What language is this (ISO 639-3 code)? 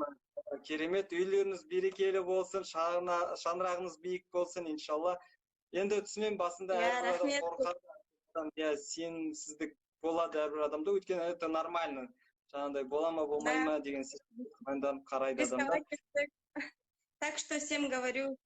kaz